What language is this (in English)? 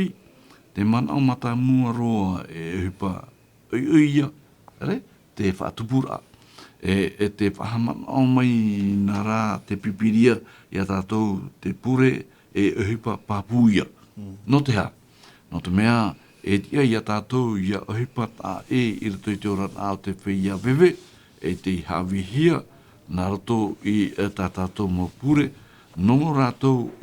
Tahitian